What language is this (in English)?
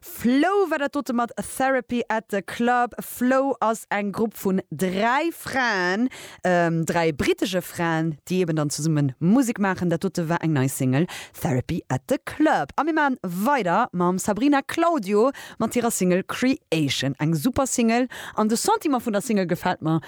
Luxembourgish